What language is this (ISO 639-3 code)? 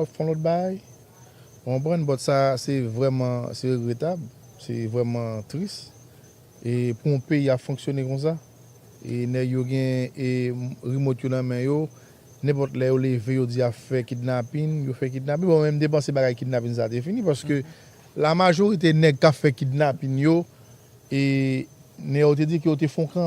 hat